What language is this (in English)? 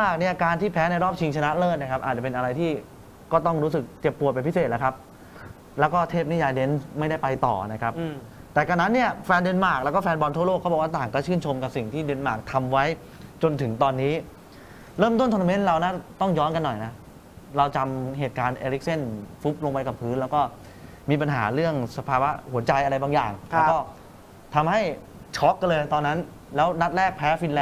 Thai